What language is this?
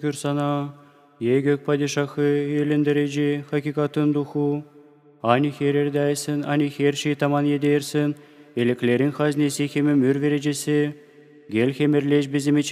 Gagauz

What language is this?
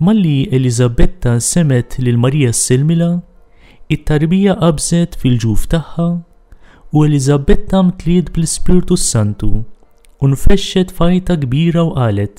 Maltese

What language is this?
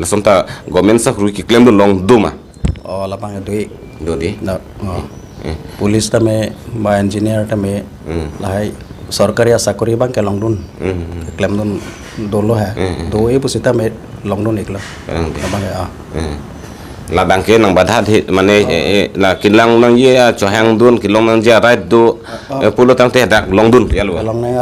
Karbi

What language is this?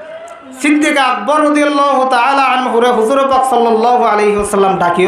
Rohingya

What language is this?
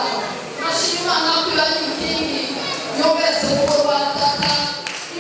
Kinyarwanda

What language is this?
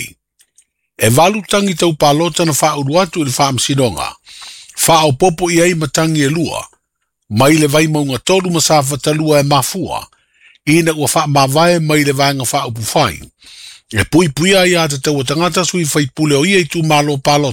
Samoan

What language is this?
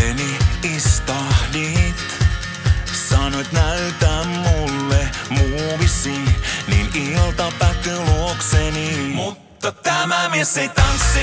Finnish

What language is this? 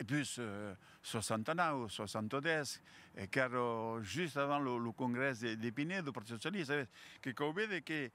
Occitan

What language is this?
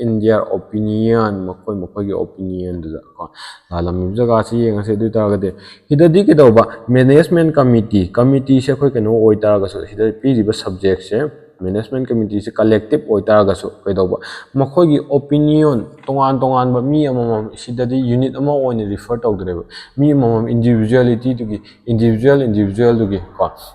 Manipuri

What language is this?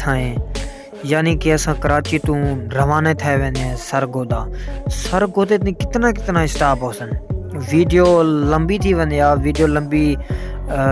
Saraiki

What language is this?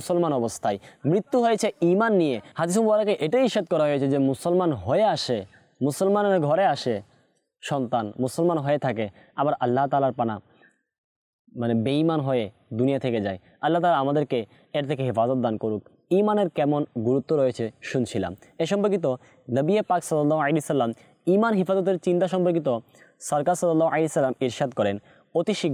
Bangla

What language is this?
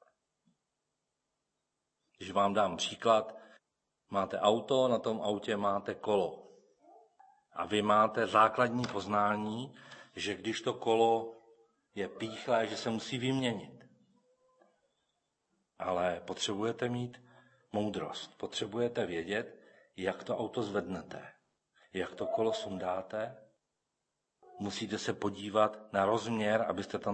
Czech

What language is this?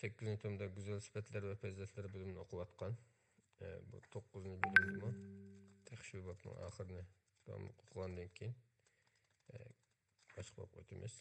Uyghur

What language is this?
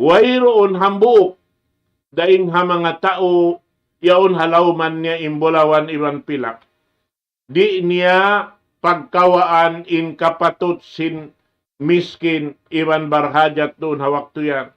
Tausug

